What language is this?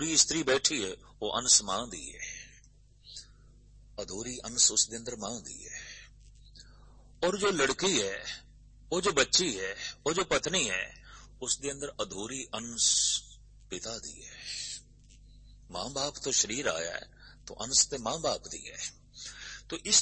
Punjabi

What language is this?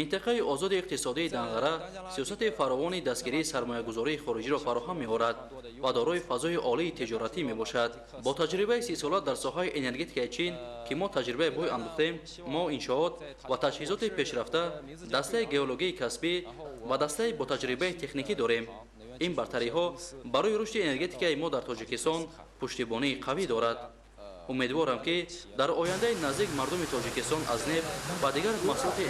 Tajik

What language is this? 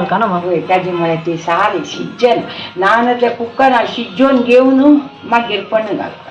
Konkani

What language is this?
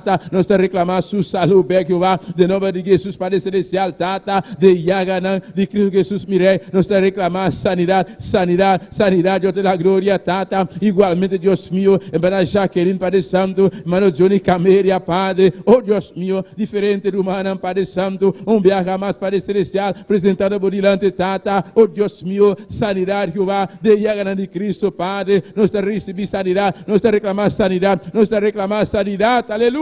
Papiamento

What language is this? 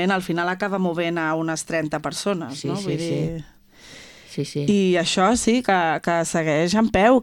Catalan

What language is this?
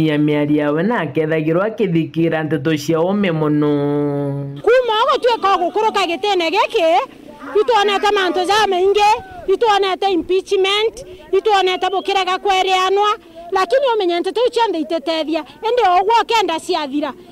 Meru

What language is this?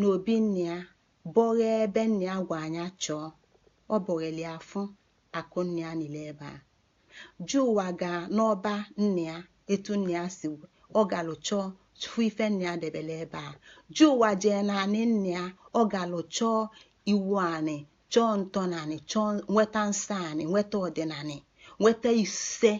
Igbo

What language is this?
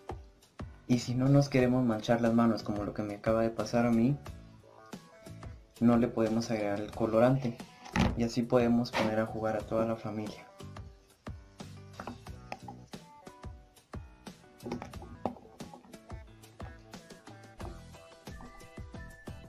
Spanish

